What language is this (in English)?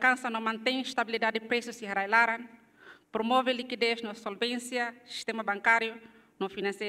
Tetum